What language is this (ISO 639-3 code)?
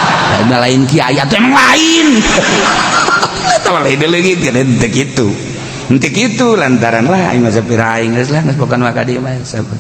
sun